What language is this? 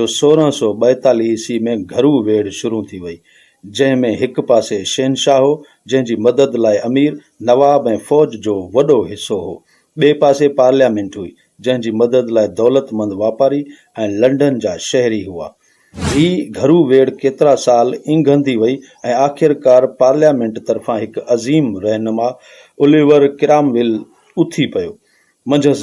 Sindhi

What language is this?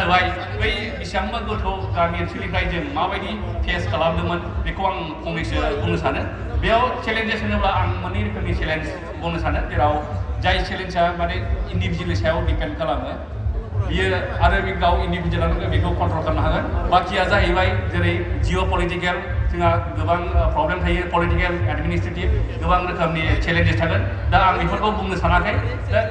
Bodo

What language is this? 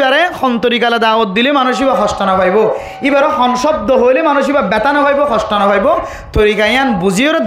Rohingya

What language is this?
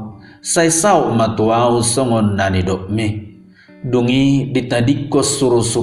Batak Toba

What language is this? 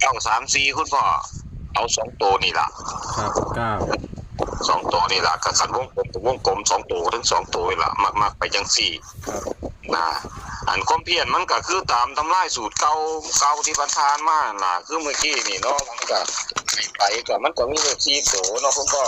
Northeastern Thai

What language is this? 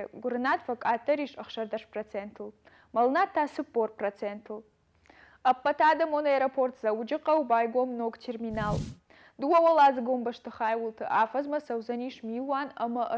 Ossetic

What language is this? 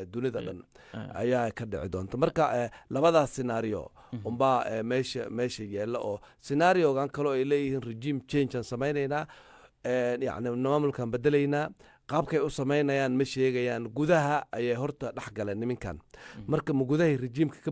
Somali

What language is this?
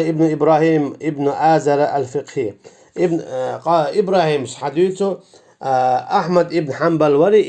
Chechen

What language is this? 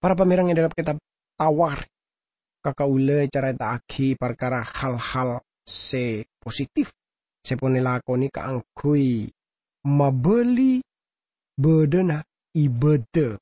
Madurese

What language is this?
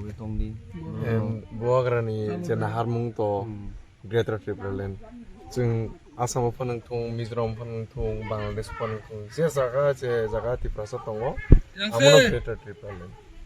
Kok Borok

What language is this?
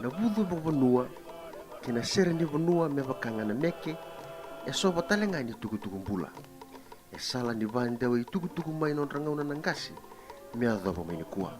Fijian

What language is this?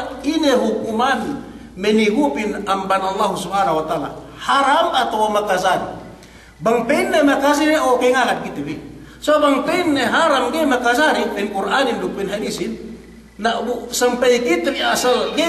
Yakan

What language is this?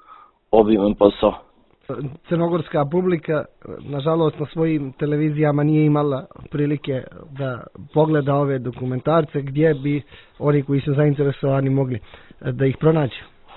Serbian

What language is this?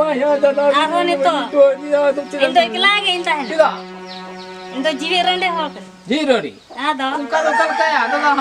Santali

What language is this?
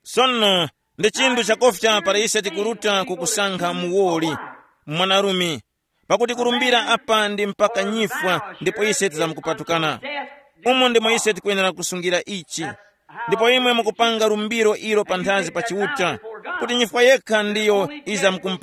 Tumbuka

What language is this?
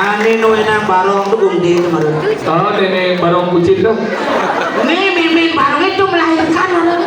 Balinese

